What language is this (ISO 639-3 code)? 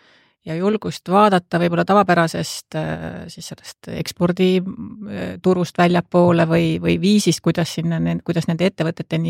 est